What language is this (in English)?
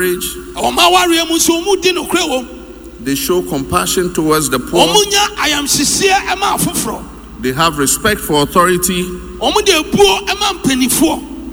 Akan